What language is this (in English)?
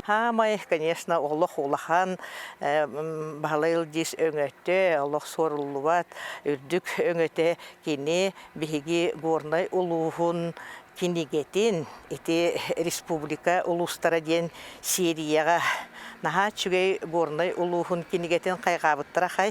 Yakut